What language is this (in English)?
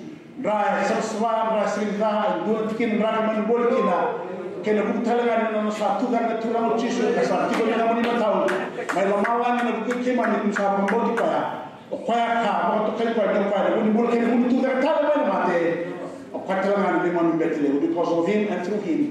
Fijian